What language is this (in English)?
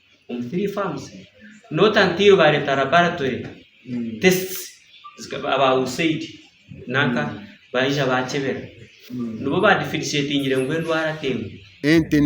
Nyankole